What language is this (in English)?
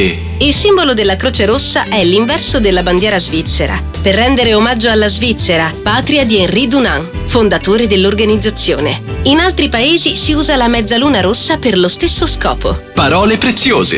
Italian